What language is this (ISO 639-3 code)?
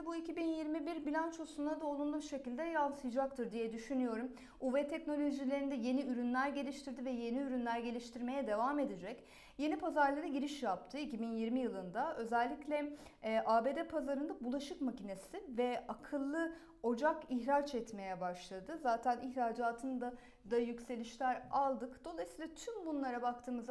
tur